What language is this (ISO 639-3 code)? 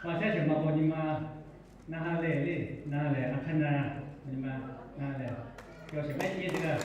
lhu